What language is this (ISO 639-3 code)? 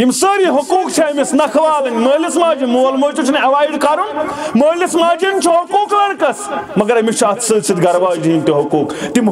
kas